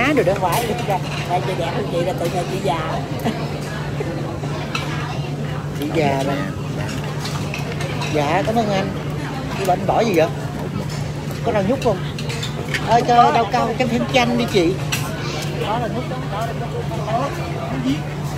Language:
Vietnamese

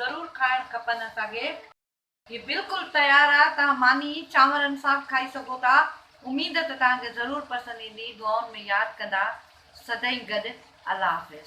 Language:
Sindhi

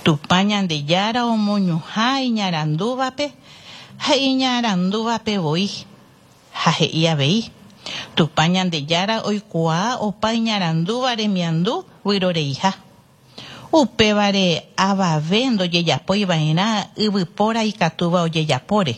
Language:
Guarani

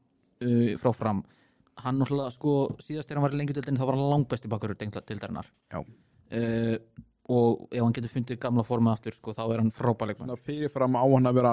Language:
Icelandic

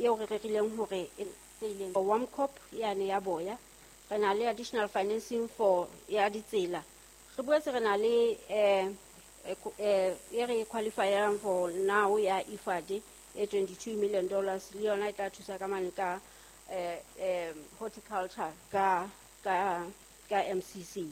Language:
Southern Sotho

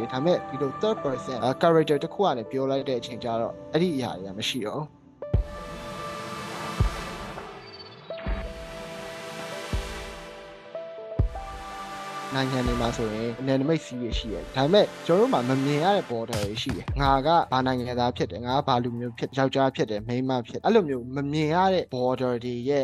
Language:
Burmese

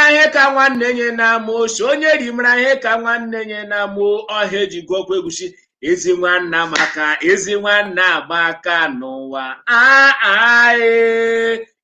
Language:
Igbo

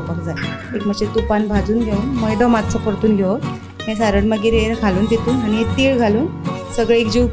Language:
Konkani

